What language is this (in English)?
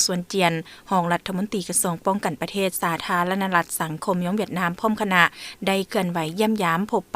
Lao